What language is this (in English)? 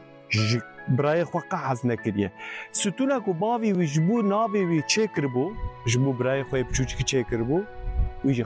Kurdish